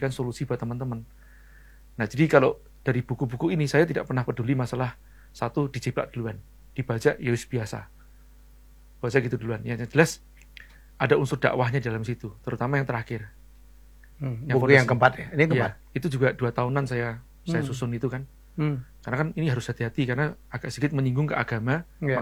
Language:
Indonesian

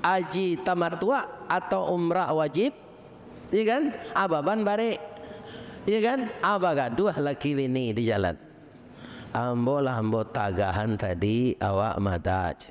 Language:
Minangkabau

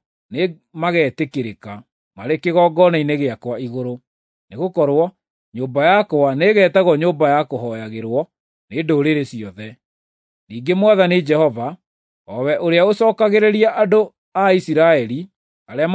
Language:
Kikuyu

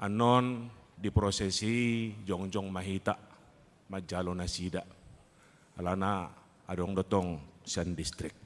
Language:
Batak Toba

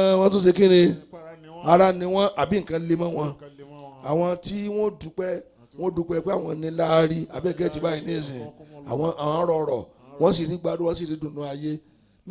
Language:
Yoruba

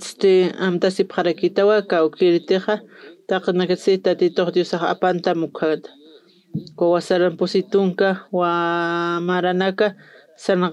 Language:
Aymara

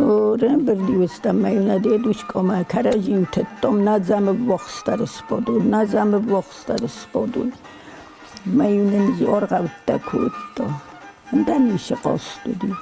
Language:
Ossetic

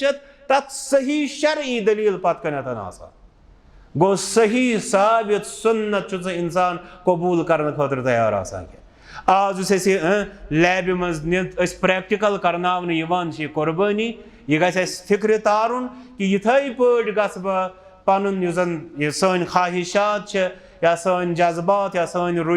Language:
Kashmiri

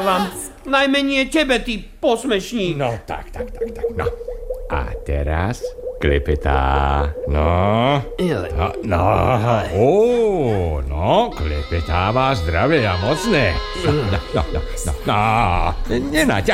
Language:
Slovak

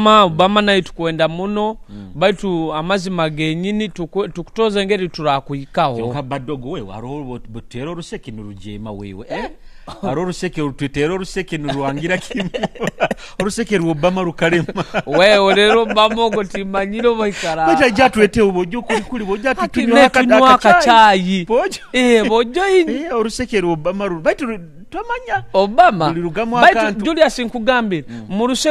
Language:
Nyoro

